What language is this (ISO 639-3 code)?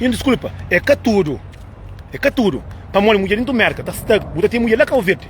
kea